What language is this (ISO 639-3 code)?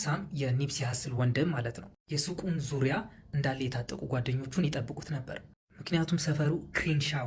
amh